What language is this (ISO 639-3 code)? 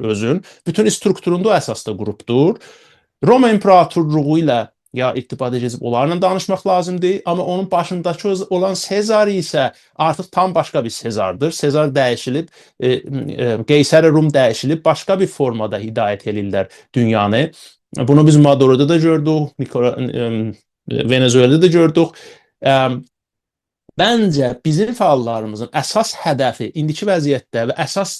azb